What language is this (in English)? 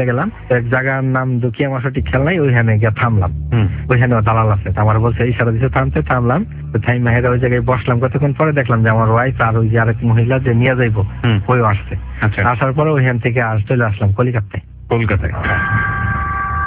Bangla